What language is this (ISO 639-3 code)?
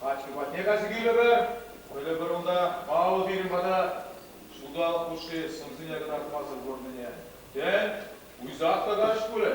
chv